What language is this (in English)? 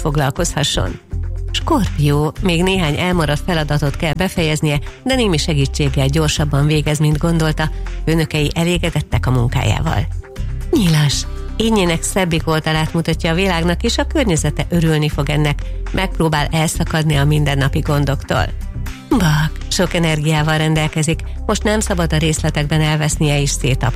Hungarian